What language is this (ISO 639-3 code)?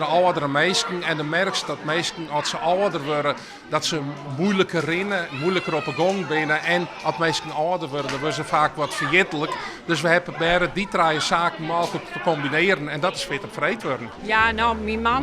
fry